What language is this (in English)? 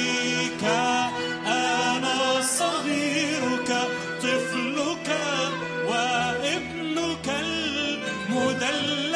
Egyptian Arabic